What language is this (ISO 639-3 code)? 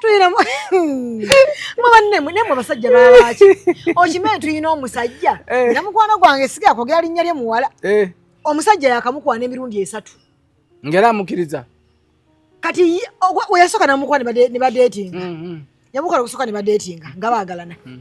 lug